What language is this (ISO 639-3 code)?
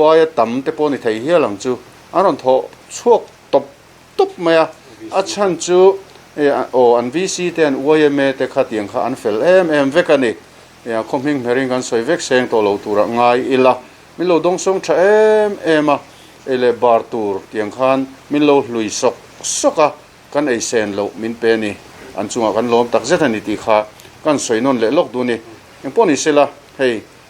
lus